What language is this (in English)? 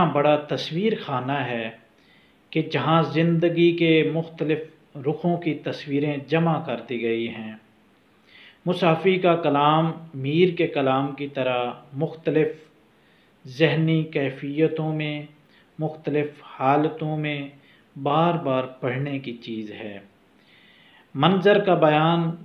Urdu